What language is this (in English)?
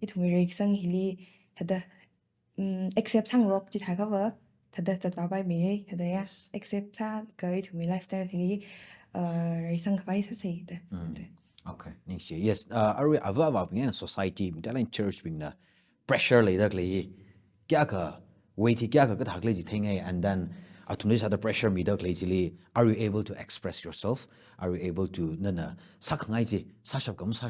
Tangkhul Naga (India)